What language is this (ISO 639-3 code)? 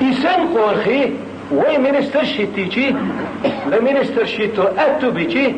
che